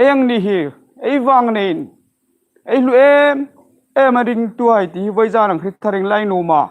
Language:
Hmar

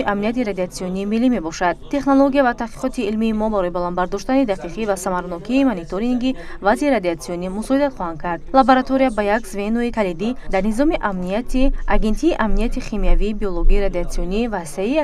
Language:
Tajik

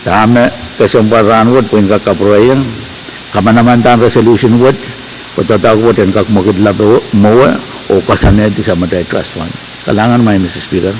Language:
Pohnpeian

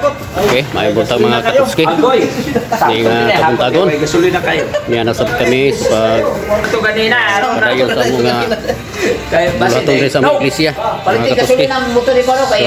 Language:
Cebuano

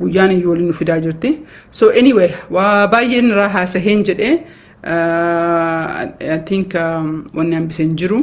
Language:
Oromo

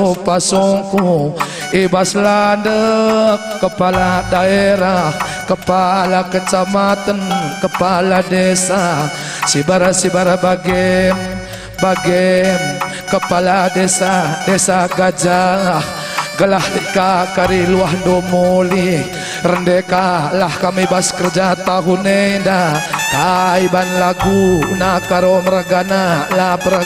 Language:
Batak Karo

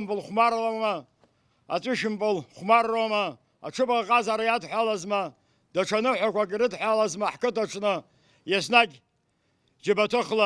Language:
Abkhazian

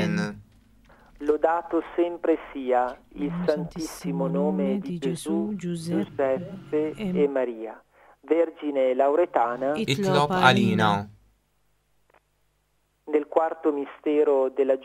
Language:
Italian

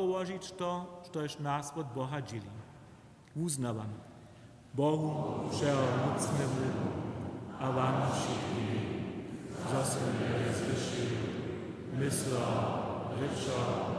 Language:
Upper Sorbian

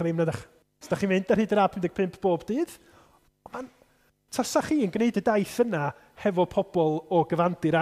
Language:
Welsh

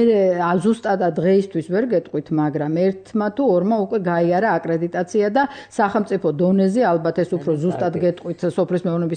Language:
Georgian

